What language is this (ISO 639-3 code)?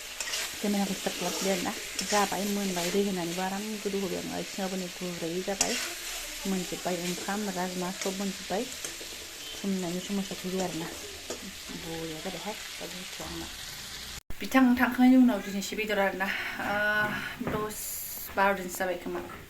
brx